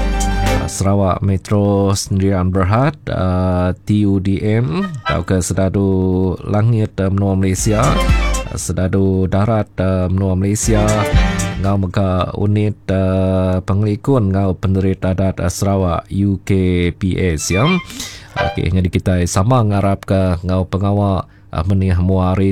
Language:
Iban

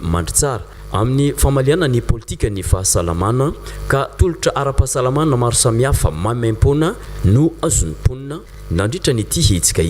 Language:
Malagasy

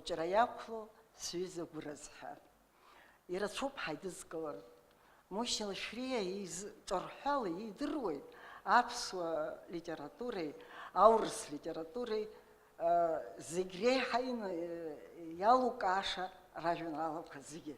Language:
Abkhazian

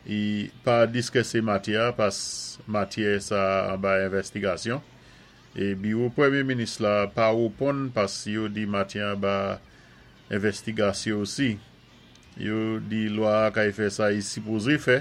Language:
Saint Lucian Creole French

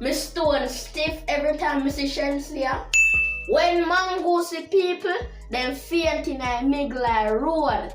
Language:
Jamaican Creole English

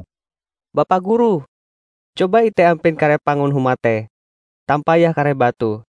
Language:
Ngaju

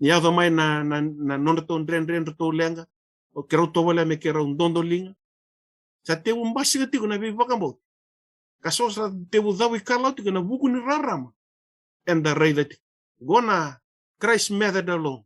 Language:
Fijian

